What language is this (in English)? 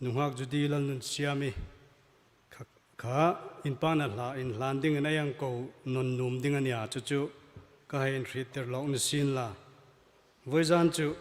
Hmar